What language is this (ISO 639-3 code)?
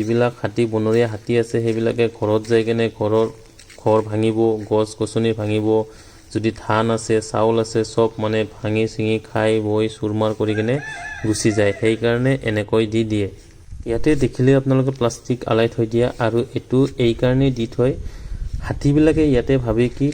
asm